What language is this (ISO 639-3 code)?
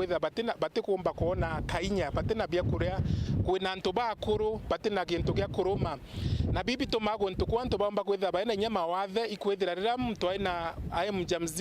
mer